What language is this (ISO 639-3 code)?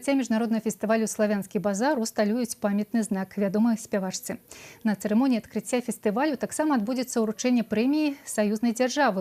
bel